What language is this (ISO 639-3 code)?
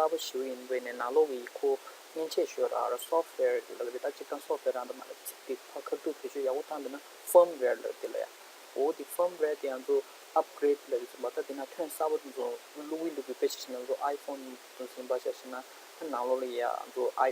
bod